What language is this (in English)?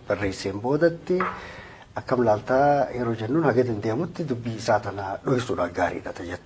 Oromo